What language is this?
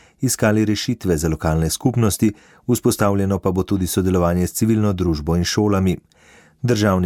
Slovenian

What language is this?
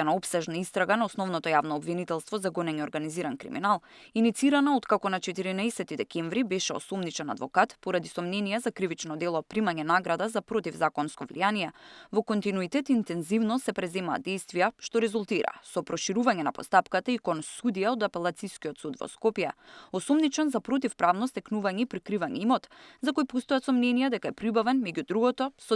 Macedonian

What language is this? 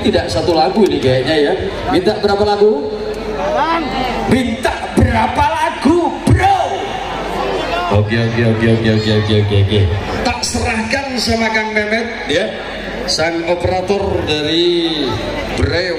Indonesian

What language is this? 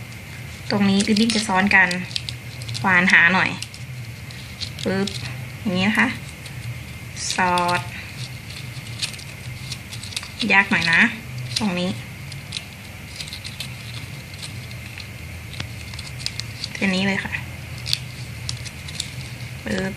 Thai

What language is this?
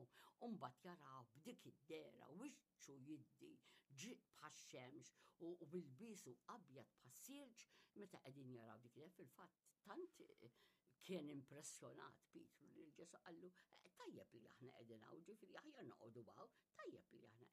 Maltese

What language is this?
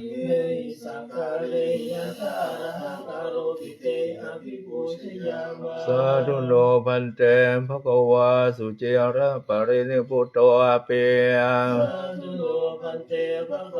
Pali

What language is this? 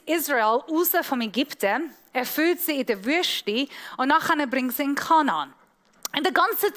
Swiss German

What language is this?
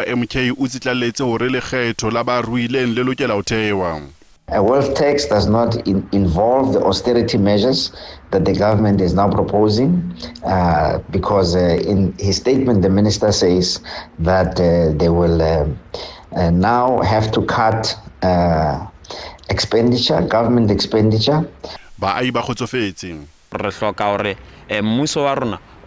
Southern Sotho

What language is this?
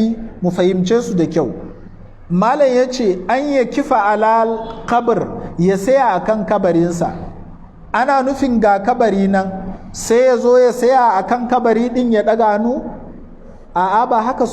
Hausa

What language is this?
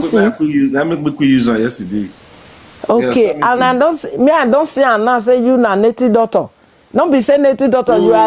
Nigerian Pidgin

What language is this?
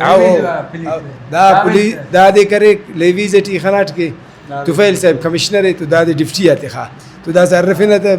Brahui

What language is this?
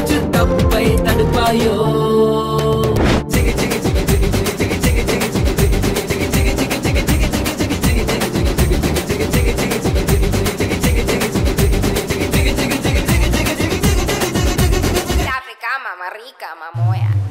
Tamil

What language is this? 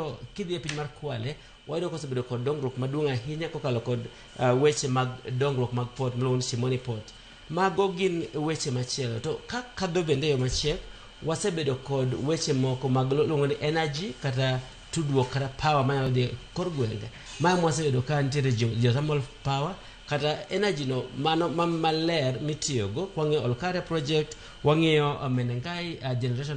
Luo (Kenya and Tanzania)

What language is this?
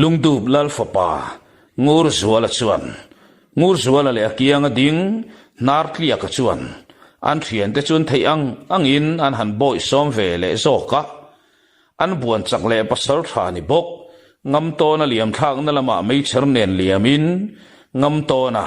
Mizo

